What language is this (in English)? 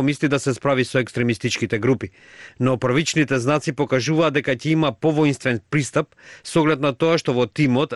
Macedonian